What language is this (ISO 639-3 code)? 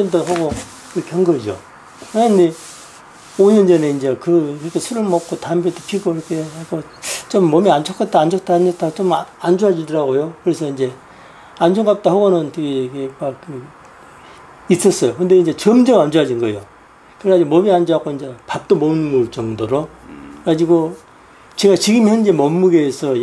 kor